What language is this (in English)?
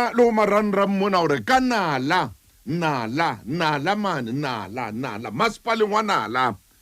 Southern Sotho